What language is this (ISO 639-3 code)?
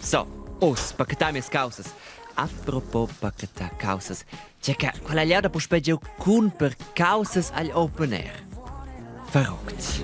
roh